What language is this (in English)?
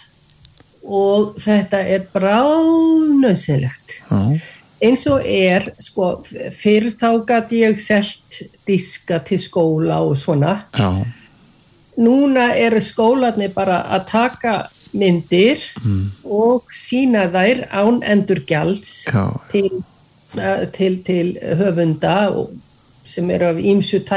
Icelandic